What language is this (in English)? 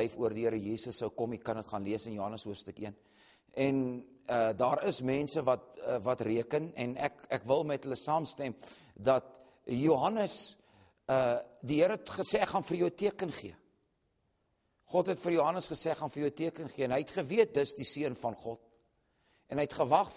Afrikaans